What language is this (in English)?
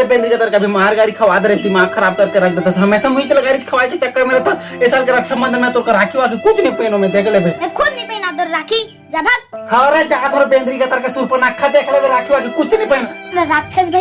Chhattisgarhi